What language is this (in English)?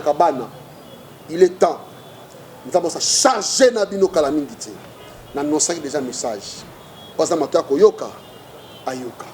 Lingala